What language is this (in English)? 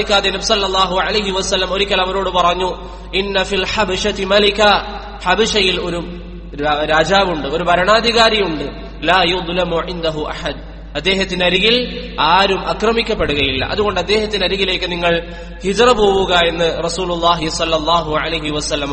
Malayalam